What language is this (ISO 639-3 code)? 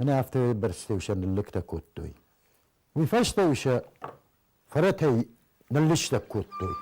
oss